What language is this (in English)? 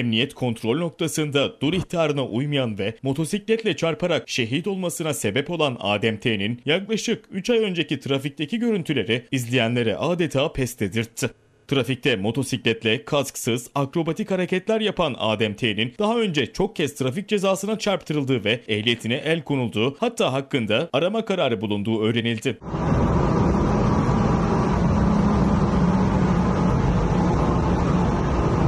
Turkish